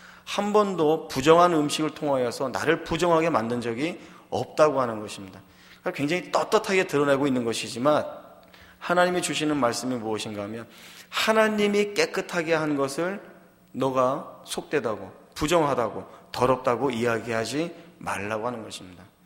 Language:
Korean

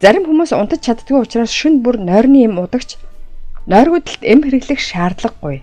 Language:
Mongolian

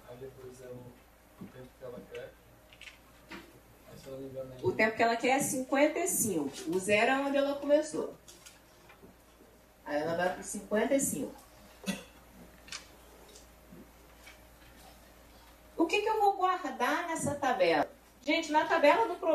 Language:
Portuguese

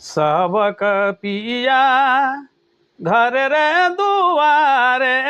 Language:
Sadri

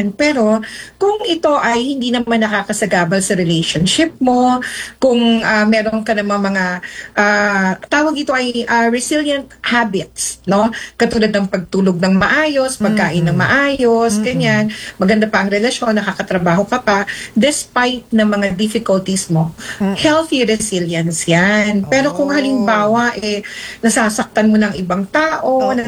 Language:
Filipino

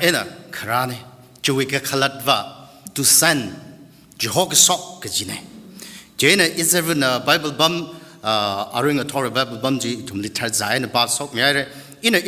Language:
Tangkhul Naga (India)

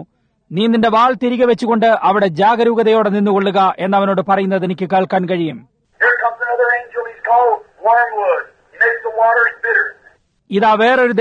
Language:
Malayalam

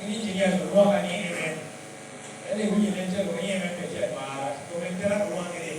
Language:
Lango (Uganda)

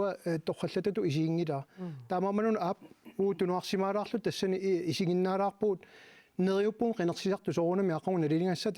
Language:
Kalaallisut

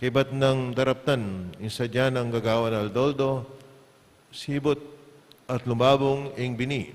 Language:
Pampanga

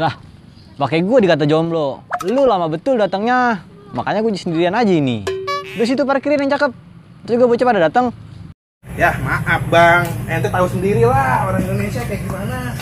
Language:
Betawi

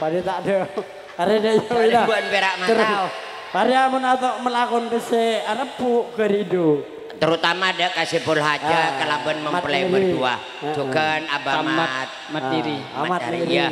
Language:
Madurese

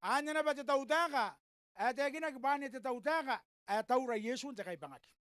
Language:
Gilbertese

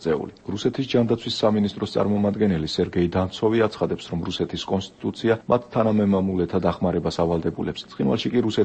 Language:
Georgian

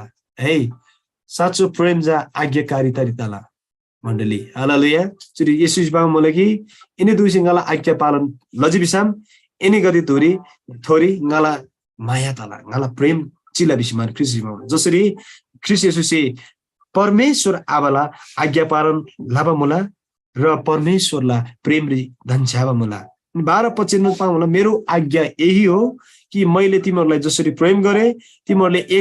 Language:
Eastern Tamang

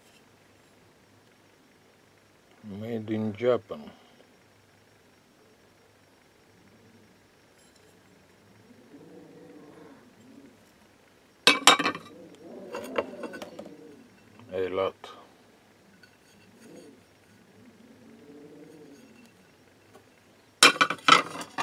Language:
Russian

